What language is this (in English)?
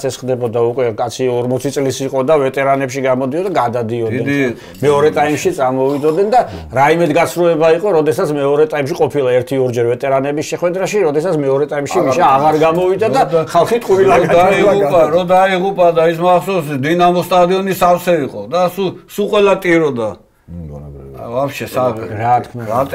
Georgian